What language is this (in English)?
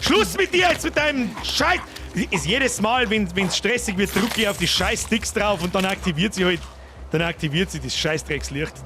Bavarian